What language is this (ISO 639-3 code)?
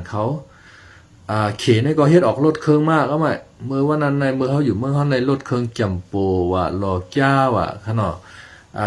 shn